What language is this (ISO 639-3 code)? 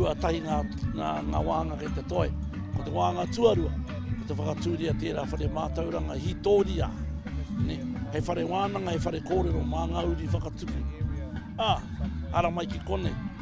mri